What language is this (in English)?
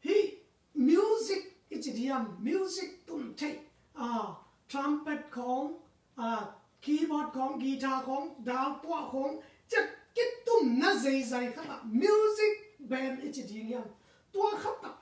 Tedim Chin